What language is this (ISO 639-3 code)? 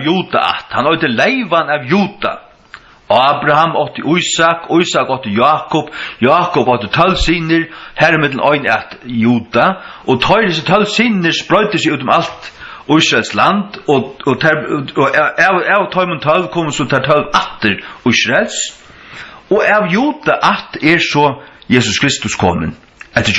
fao